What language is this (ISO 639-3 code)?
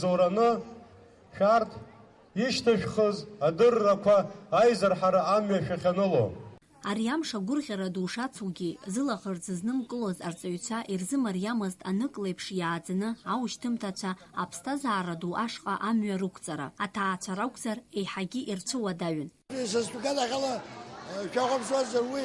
abk